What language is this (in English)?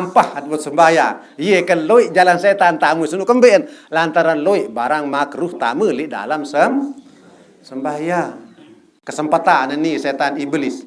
Sasak